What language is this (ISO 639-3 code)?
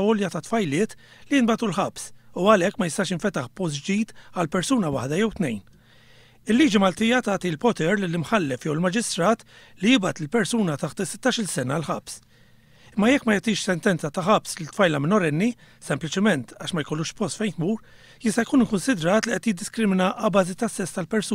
mlt